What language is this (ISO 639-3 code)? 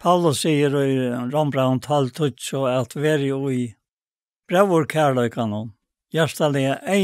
fao